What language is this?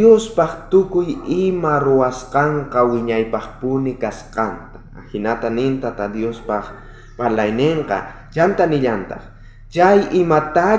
South Bolivian Quechua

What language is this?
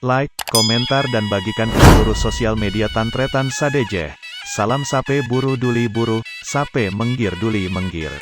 Madurese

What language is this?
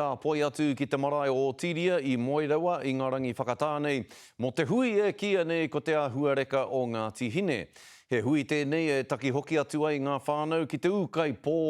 Māori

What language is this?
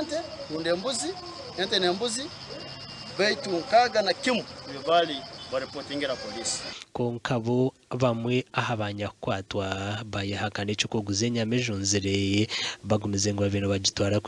Nyankole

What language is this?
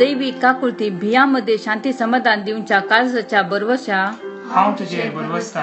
Konkani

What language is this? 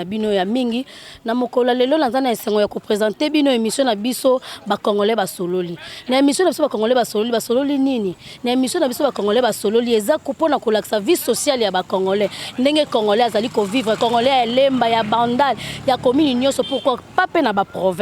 Lingala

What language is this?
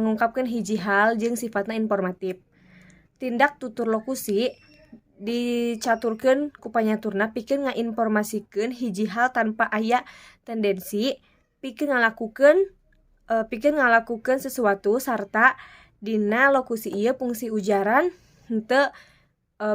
Sundanese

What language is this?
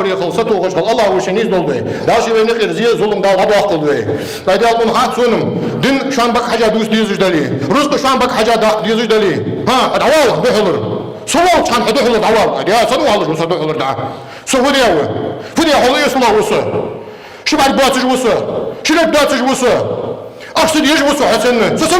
Ingush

